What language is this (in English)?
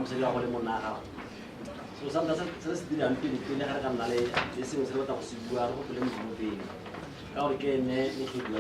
Tswana